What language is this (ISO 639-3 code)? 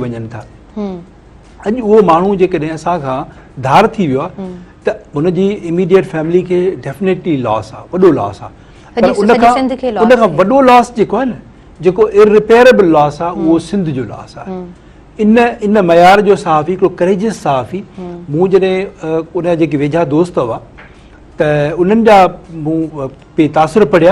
snd